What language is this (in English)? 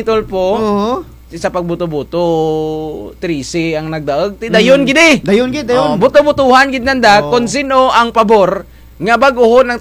Kinaray-a